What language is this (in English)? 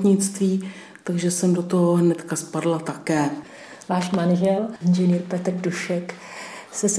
Czech